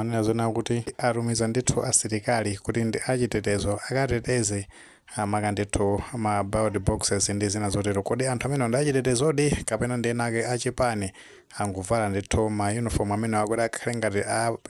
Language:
Nyanja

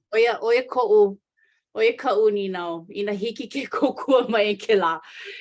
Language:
Hawaiian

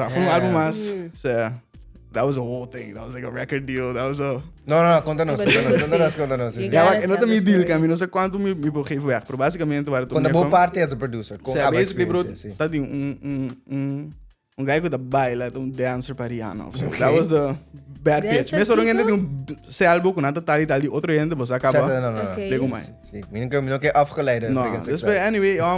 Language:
Papiamento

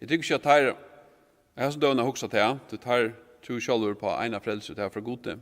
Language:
Faroese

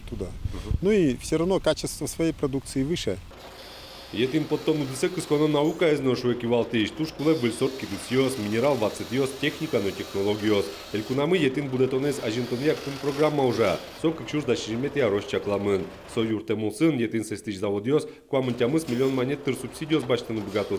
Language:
Udmurt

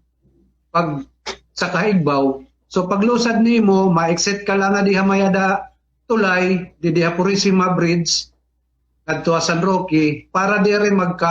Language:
Waray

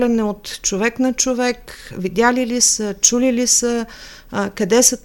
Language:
Bulgarian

